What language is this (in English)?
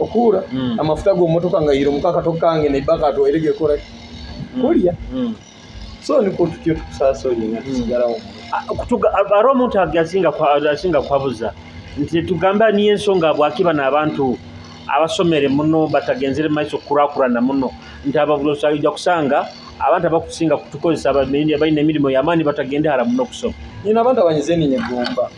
Nyoro